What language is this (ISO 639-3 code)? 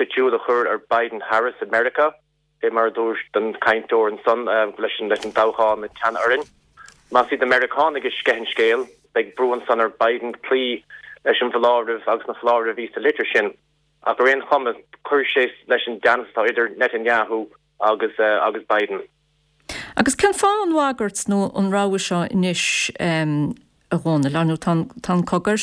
gle